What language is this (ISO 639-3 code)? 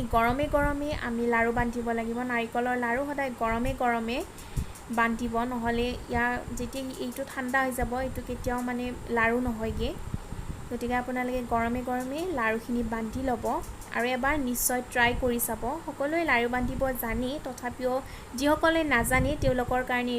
asm